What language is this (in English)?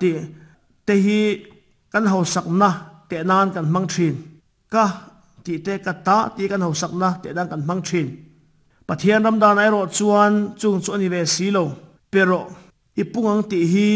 Mizo